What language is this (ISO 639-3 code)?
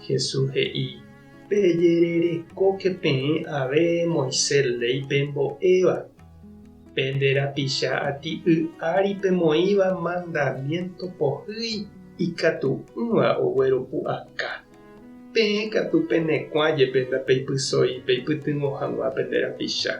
grn